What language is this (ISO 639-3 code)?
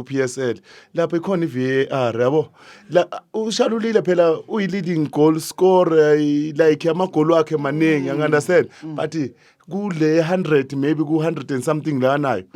zul